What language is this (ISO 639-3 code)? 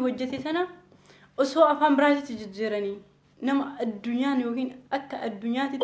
orm